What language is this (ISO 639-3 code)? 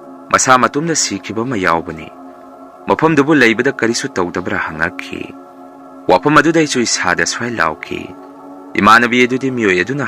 mni